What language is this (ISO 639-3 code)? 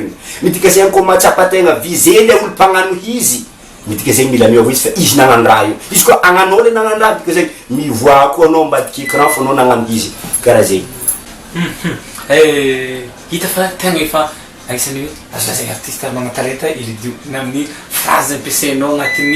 mlg